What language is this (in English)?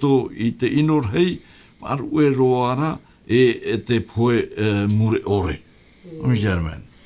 Tahitian